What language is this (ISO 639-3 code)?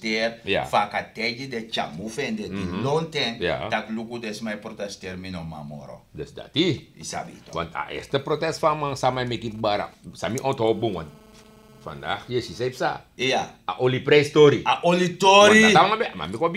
srn